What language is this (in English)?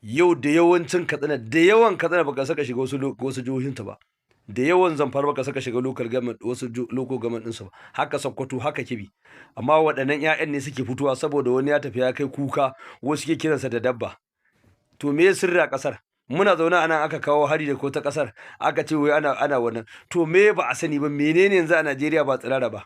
Hausa